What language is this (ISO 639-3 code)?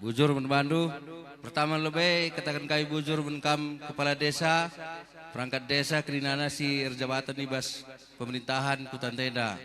btx